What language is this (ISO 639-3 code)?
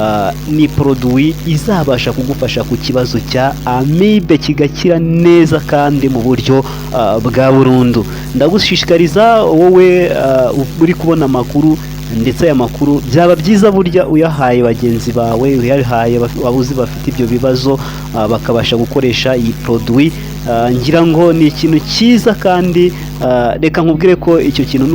kin